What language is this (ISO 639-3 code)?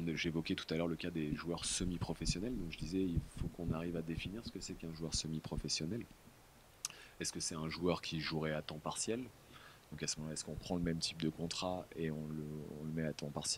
fra